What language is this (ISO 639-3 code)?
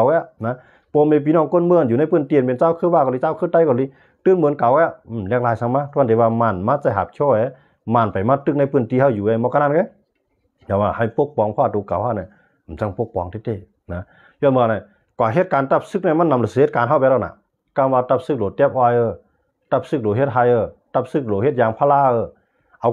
shn